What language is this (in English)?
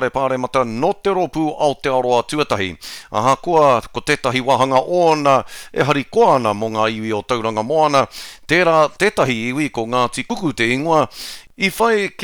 Māori